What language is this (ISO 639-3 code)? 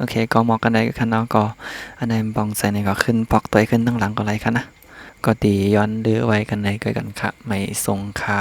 shn